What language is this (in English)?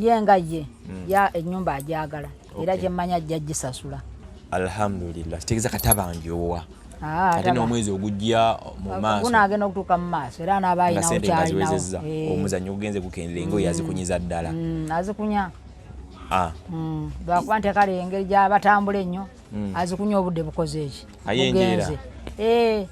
Ganda